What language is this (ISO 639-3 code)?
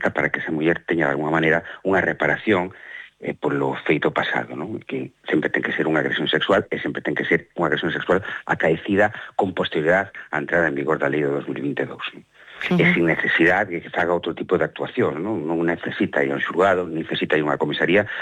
glg